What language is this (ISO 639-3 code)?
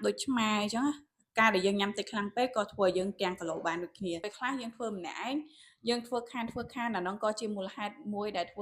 khm